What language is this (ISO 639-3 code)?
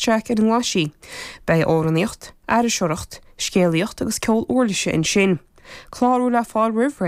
gle